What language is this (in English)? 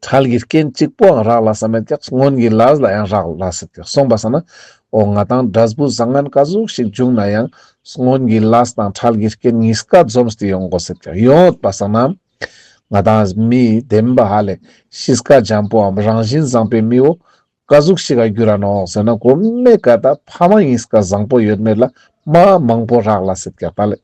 Ladakhi